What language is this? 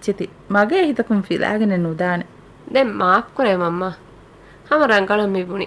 Divehi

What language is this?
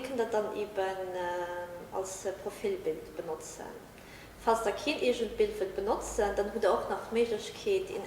Luxembourgish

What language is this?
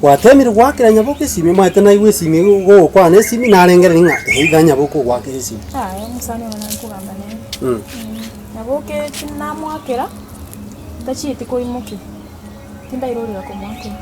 Gusii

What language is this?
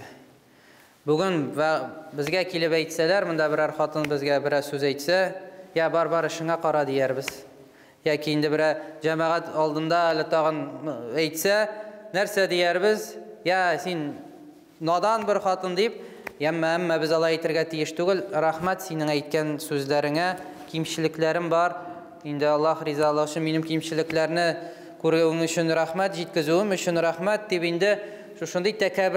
Tatar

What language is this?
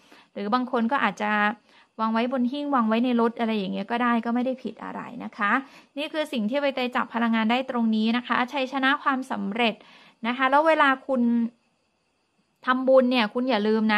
Thai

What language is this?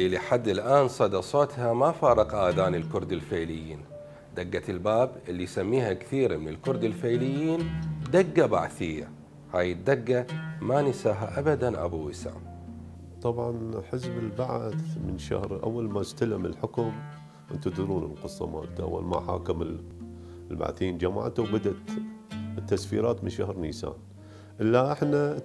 Mesopotamian Arabic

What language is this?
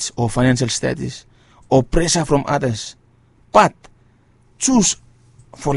Bislama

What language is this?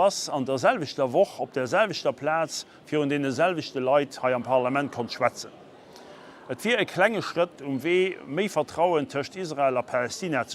Luxembourgish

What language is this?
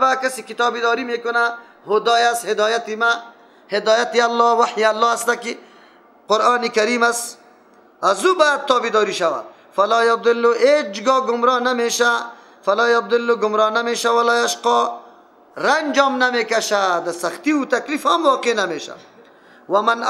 Persian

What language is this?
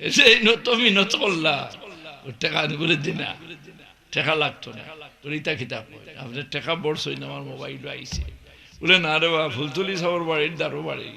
Sylheti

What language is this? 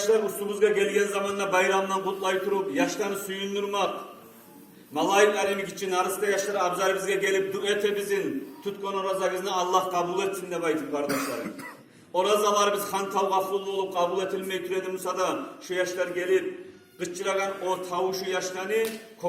Kumyk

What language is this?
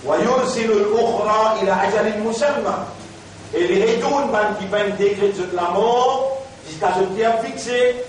Morisyen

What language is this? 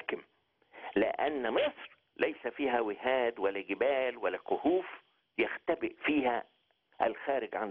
Egyptian Arabic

